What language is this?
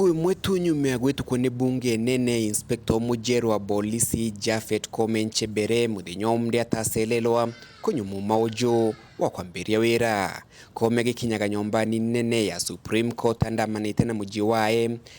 Meru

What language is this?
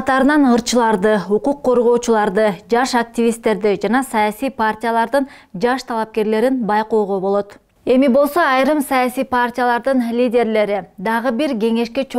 Kyrgyz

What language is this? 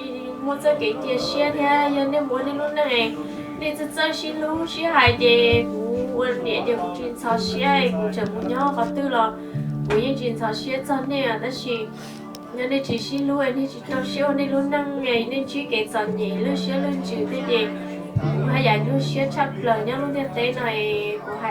Hmong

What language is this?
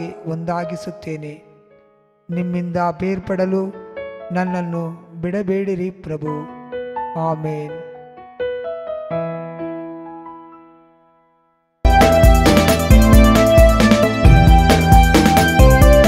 Kannada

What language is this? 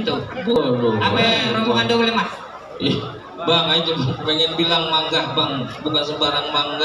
Betawi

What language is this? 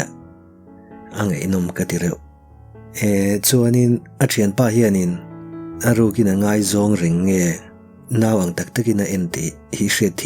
Mizo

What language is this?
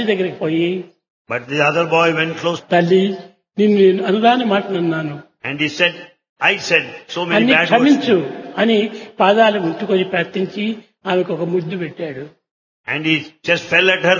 Telugu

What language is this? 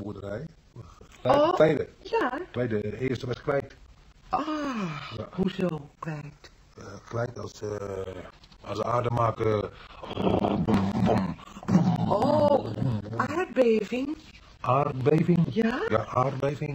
Dutch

